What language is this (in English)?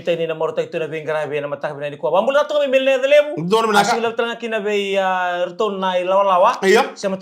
Fijian